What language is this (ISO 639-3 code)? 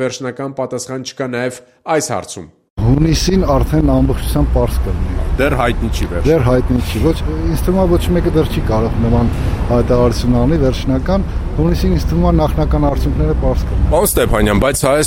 hye